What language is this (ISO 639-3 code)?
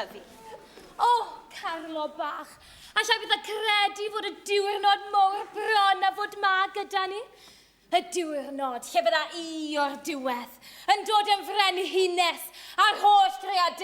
cym